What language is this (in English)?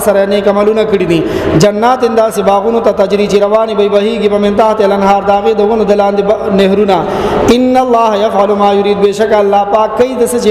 Pashto